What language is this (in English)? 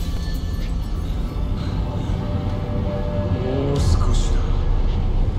Japanese